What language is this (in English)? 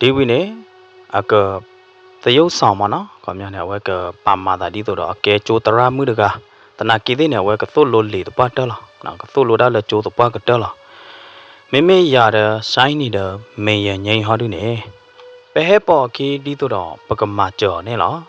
S'gaw Karen